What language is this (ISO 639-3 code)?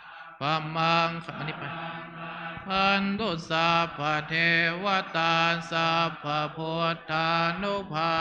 pli